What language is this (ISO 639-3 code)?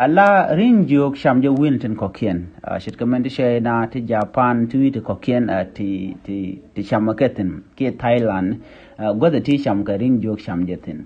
nus